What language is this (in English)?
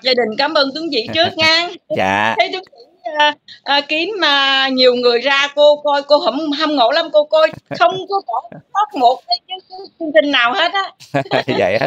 Vietnamese